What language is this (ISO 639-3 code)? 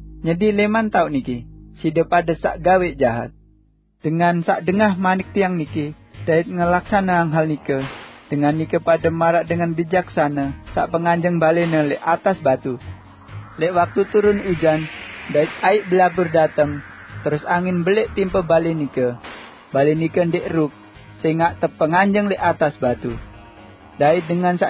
sas